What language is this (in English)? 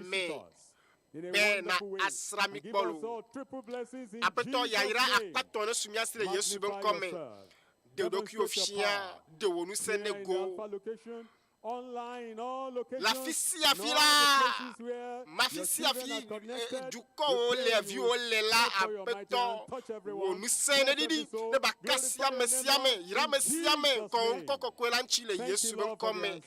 Ewe